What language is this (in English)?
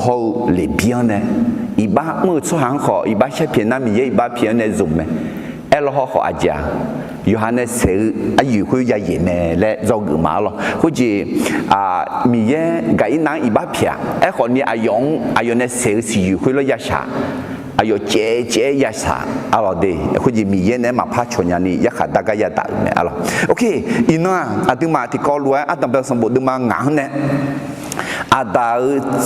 Akha